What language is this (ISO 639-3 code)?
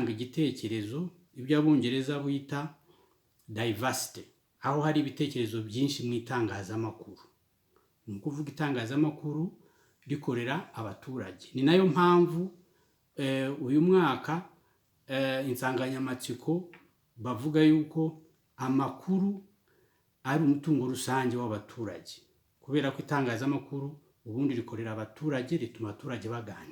kin